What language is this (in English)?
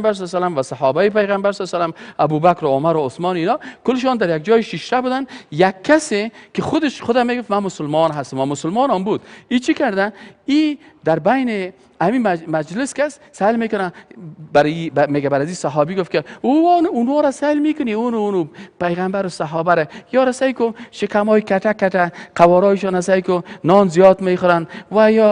Persian